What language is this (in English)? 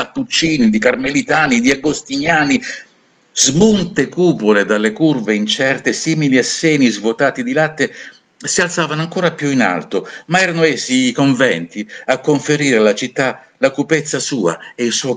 Italian